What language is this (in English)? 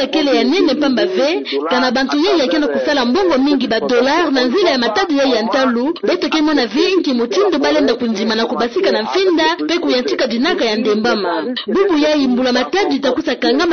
Kituba (Democratic Republic of Congo)